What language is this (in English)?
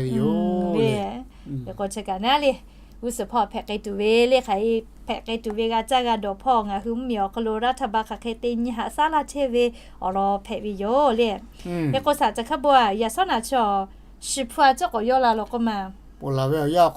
Lahu